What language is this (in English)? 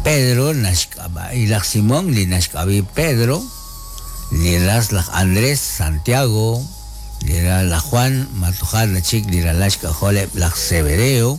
Kekchí